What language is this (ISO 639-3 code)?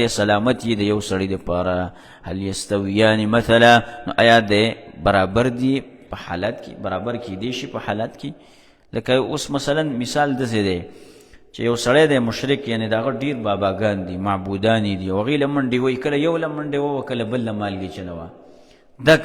pus